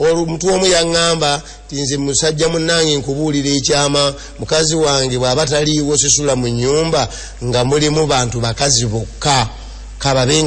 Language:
Ganda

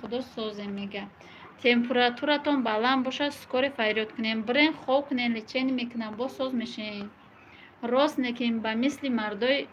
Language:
Tajik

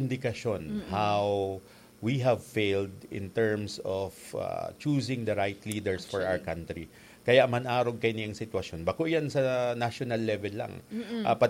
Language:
Bikol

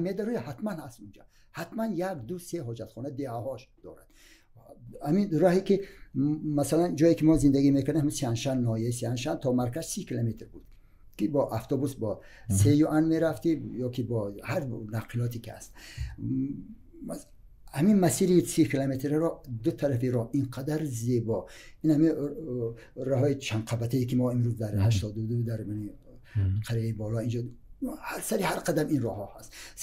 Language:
Tajik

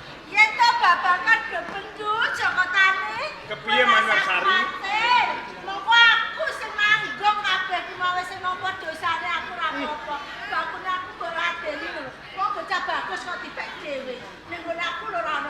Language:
Javanese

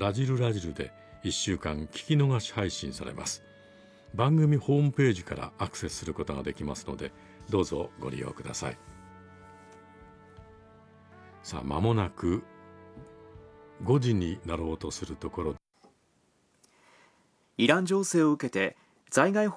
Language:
Japanese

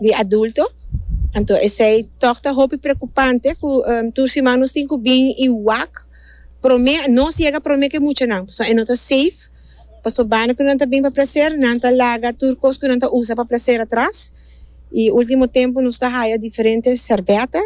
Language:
Papiamento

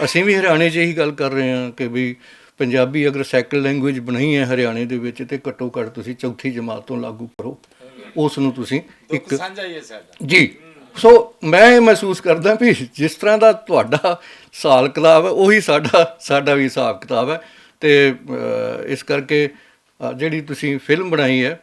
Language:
Western Panjabi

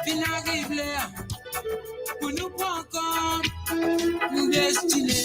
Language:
Morisyen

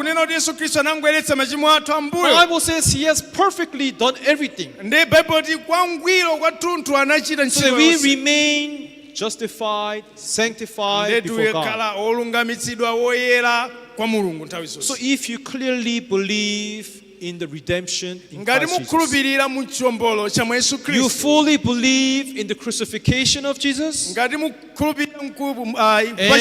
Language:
Nyanja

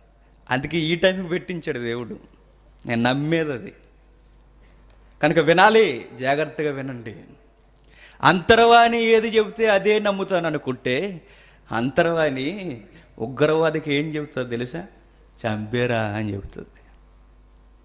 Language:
Telugu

